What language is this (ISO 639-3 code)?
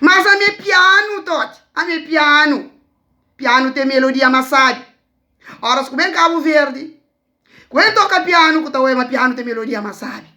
kea